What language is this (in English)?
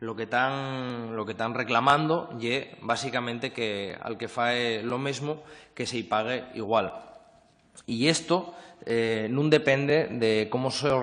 Asturian